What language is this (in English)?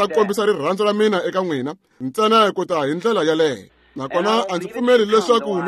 Tsonga